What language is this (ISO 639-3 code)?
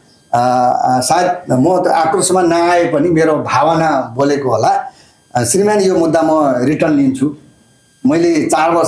nep